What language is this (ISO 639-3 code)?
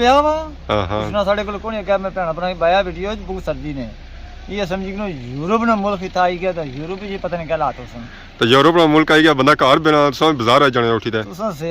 phr